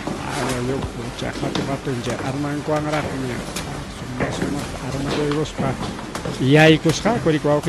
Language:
Ayacucho Quechua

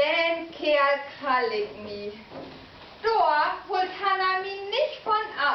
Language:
Low German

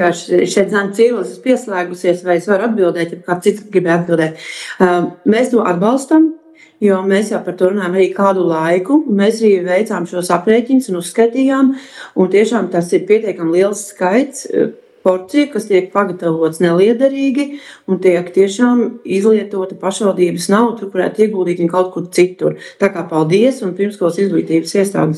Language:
Latvian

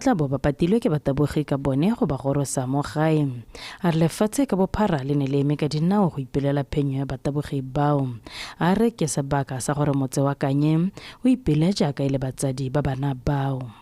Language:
Tswana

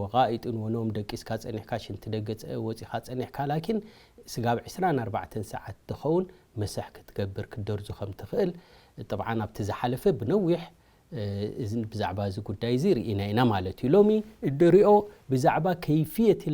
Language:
Tigrinya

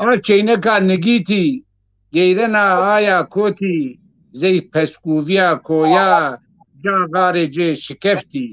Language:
Zaza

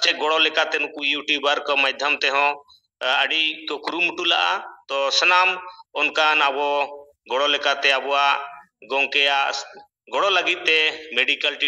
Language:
Santali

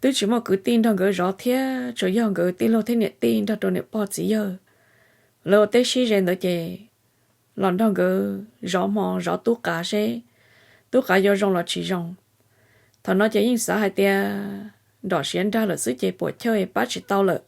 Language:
Hmong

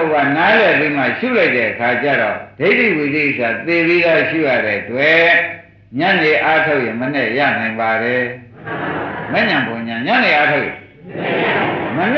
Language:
Burmese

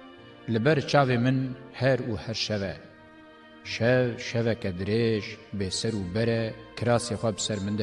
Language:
Kurdish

